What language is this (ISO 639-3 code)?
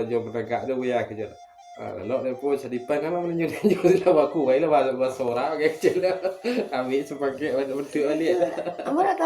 min